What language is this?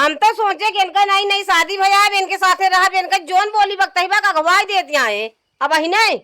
Awadhi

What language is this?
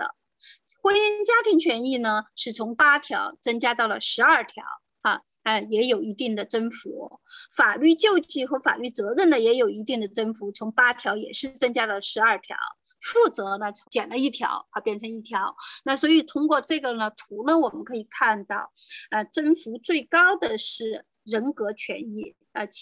Chinese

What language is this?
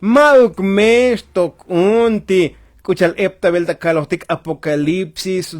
Tzotzil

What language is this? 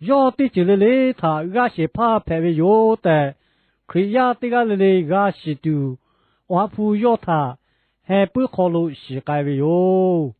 Lahu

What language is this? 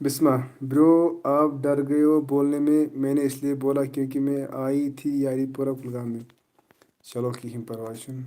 Kashmiri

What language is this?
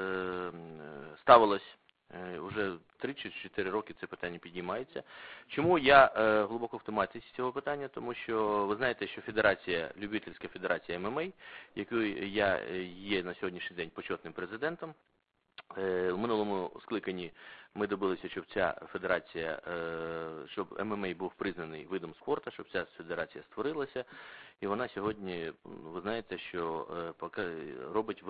Ukrainian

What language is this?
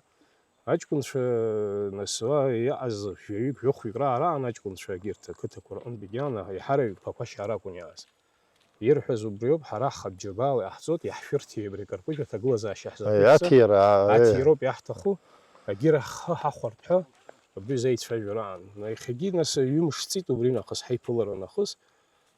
Abkhazian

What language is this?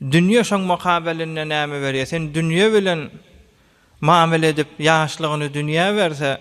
Turkmen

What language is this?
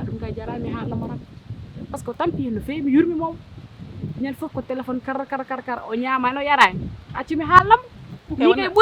Fula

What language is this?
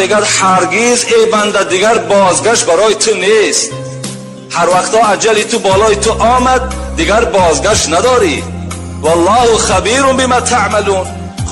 Tajik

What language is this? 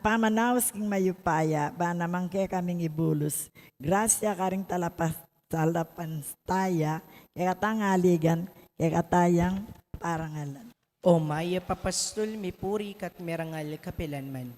Pampanga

